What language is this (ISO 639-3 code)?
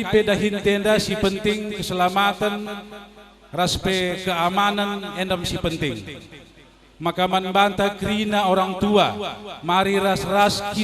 btx